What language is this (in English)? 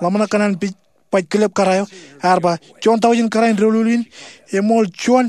Marshallese